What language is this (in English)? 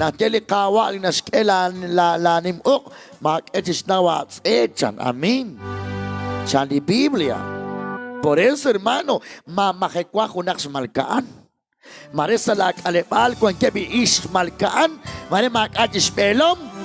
Kekchí